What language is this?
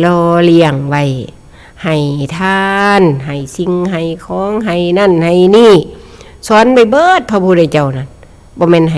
Northeastern Thai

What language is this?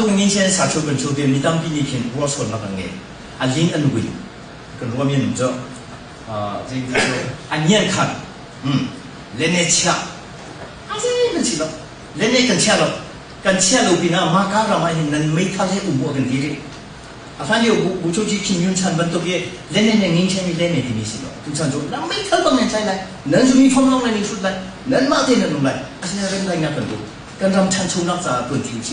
Hakha Chin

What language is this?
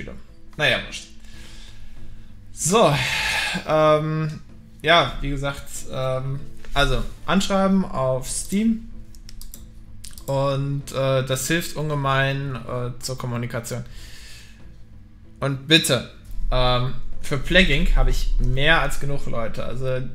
German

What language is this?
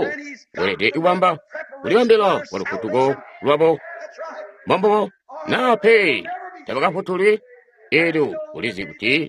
Tonga (Zambia)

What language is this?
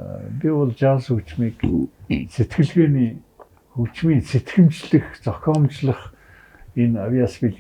Mongolian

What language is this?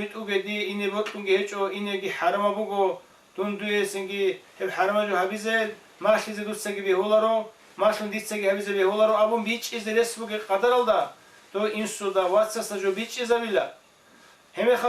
Avaric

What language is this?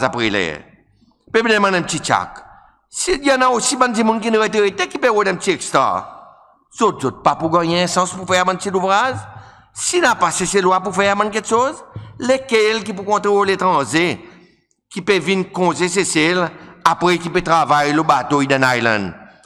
Seselwa Creole French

